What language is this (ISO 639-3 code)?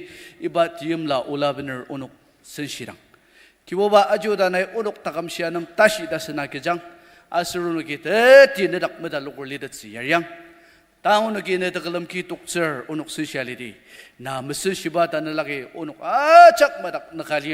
njo